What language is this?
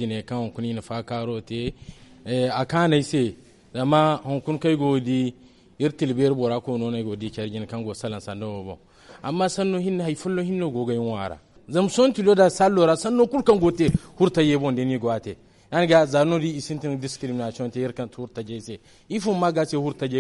Zarma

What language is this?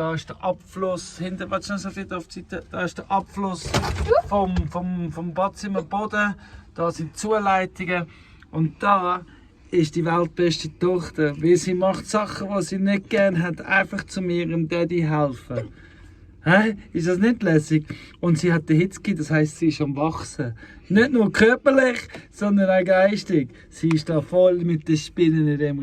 Swiss German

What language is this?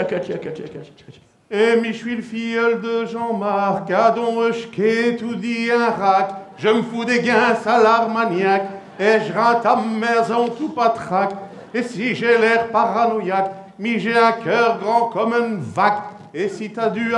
Picard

